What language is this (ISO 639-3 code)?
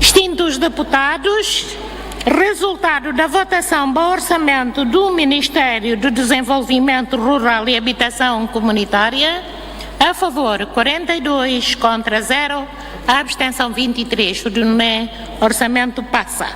tet